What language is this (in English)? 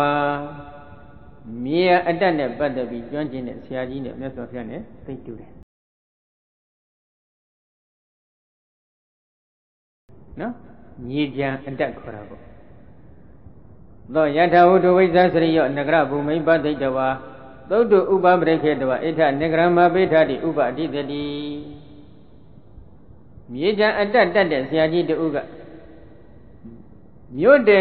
Burmese